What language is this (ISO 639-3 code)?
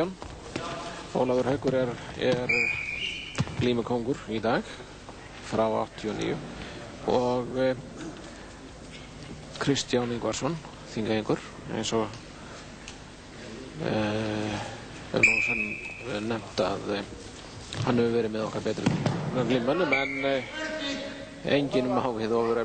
isl